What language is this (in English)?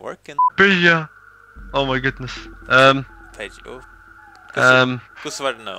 Faroese